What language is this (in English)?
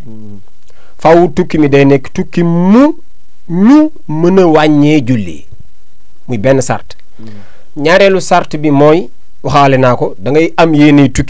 Wolof